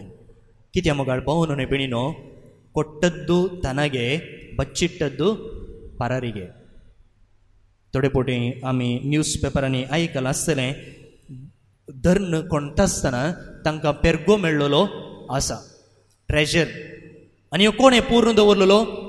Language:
Konkani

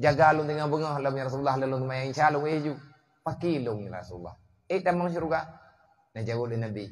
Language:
Achinese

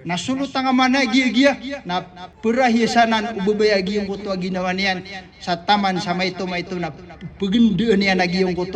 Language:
Maranao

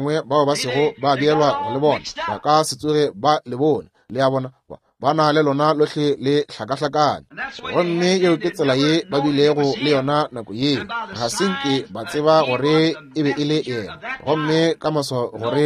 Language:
Northern Sotho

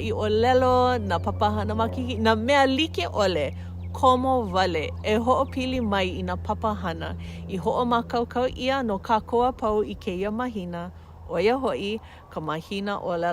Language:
Hawaiian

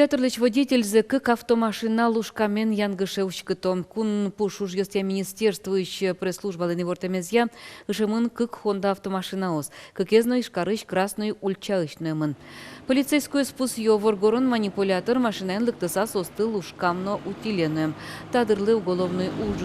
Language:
Udmurt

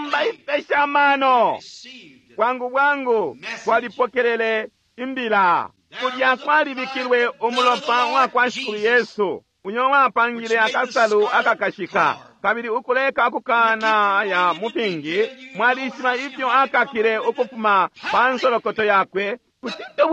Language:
Bemba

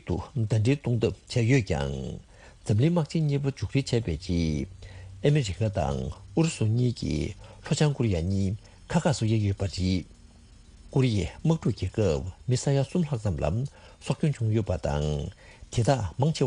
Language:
Tibetan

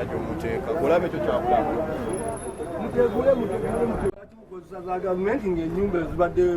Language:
Ganda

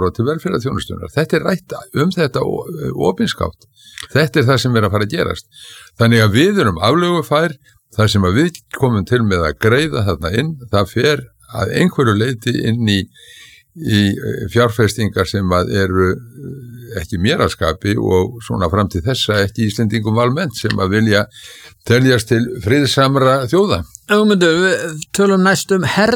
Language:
Icelandic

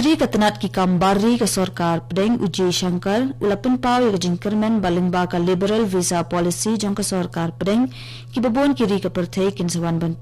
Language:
Khasi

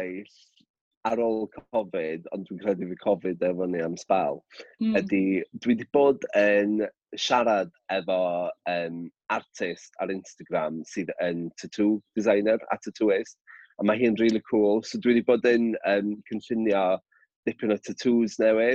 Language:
Welsh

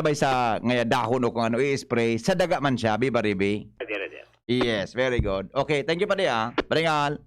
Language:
Bikol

